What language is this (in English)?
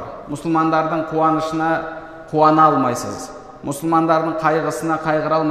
Kazakh